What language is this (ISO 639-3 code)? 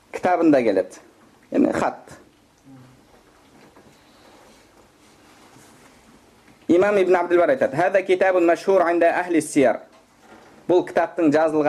kaz